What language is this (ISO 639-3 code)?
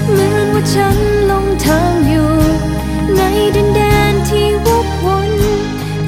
tha